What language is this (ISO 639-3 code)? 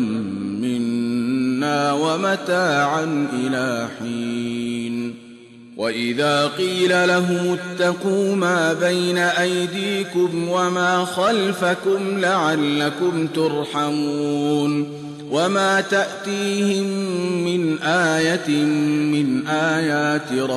ara